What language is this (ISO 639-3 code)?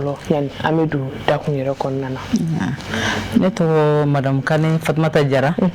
bam